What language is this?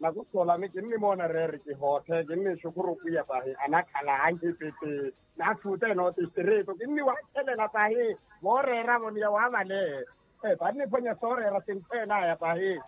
Makhuwa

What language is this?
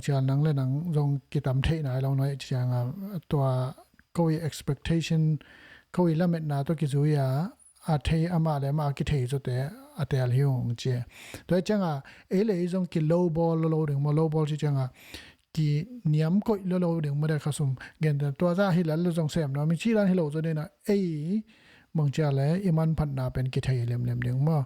Tedim Chin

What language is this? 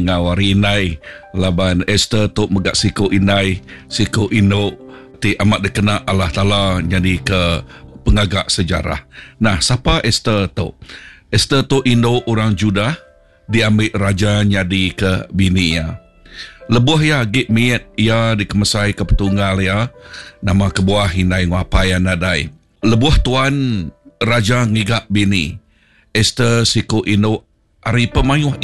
Iban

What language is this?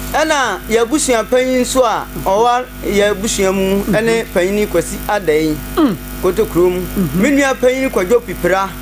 Akan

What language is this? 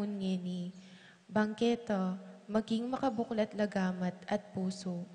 Pampanga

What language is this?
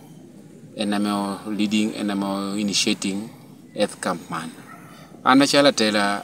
Lango (Uganda)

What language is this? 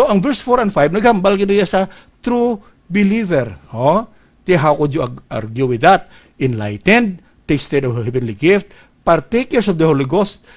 Hiligaynon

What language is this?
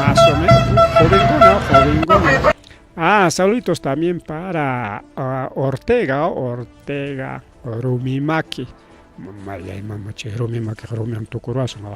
Ayacucho Quechua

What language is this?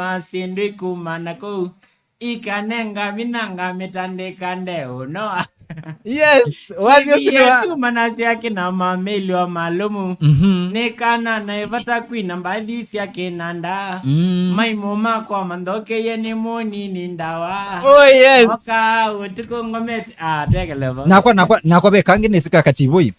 Kamba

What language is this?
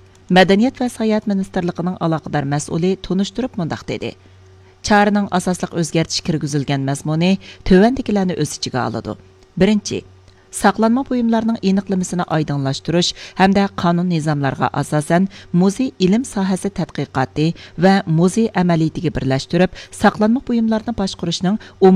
Uyghur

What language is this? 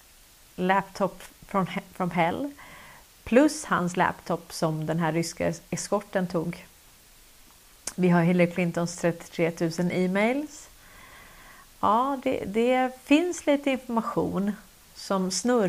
Swedish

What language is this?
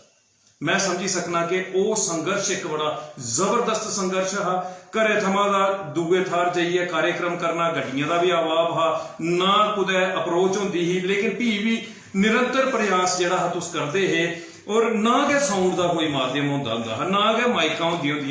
Dogri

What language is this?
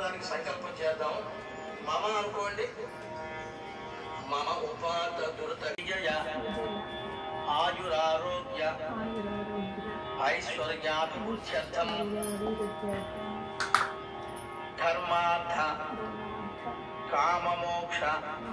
Telugu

